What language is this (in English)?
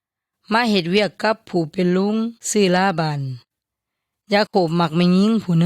Yoy